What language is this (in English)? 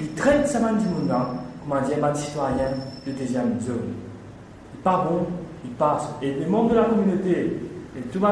Morisyen